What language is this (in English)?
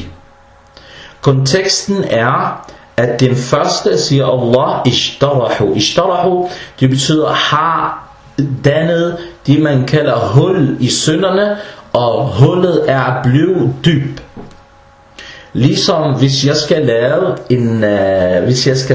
Danish